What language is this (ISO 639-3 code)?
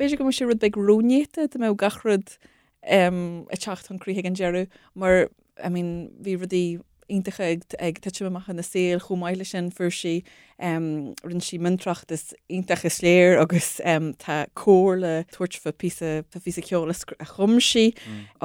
gle